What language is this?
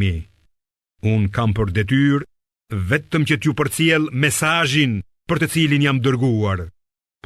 Albanian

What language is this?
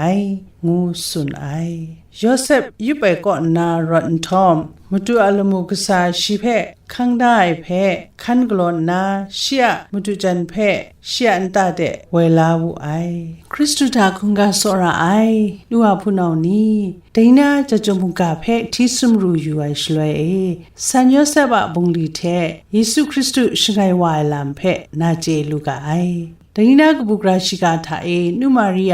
Kachin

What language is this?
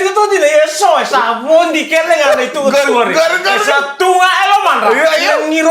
Fijian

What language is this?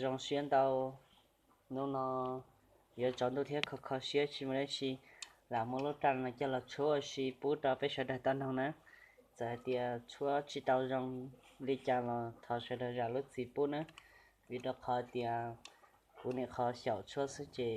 Hmong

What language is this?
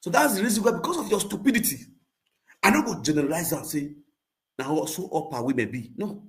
Nigerian Pidgin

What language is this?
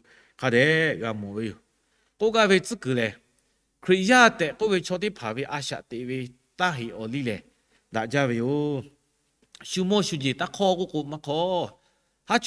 Lahu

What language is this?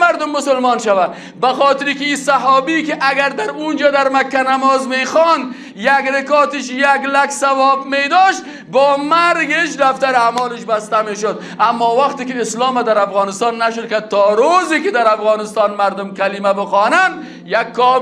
Persian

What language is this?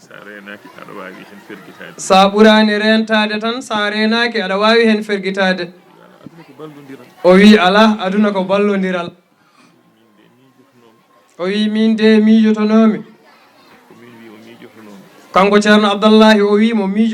Fula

